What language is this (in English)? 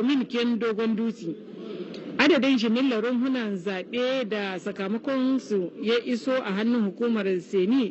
Hausa